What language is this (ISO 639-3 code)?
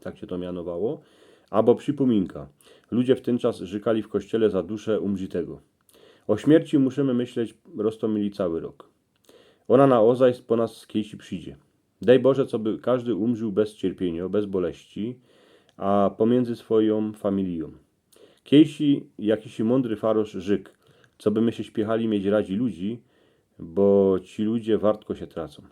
szl